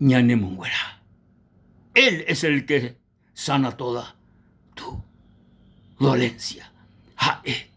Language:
Guarani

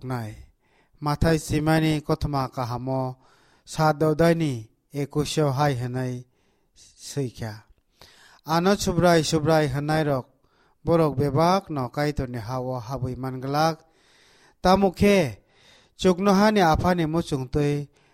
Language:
Kok Borok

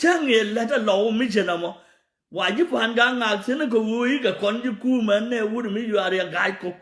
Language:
Nuer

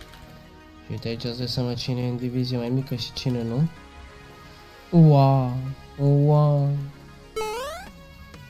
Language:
Romanian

